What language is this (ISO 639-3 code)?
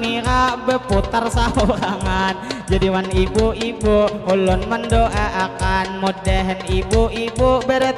bjn